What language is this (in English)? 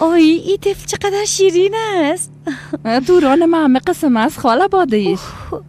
Persian